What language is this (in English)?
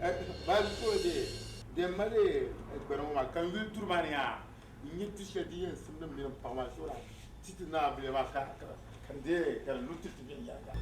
Dagbani